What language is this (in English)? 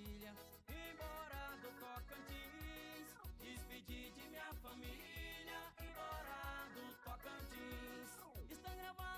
Portuguese